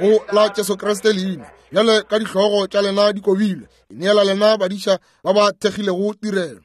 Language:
Northern Sotho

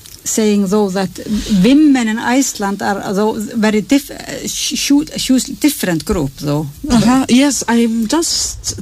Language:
Icelandic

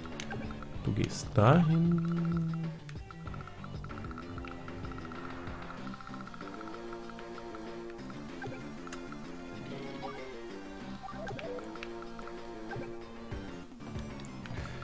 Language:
German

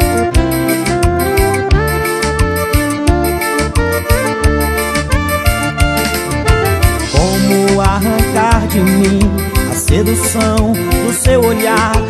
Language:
Portuguese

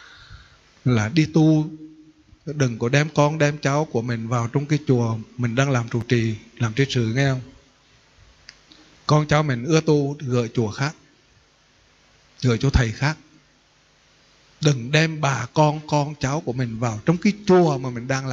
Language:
Vietnamese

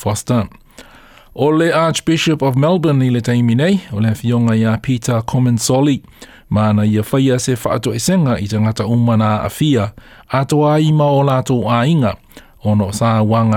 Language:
Samoan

